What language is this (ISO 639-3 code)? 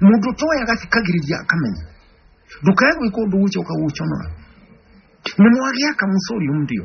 kik